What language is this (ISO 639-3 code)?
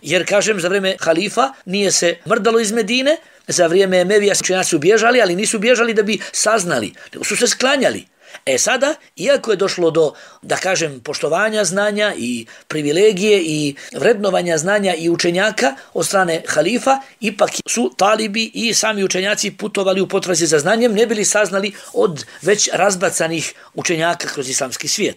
bos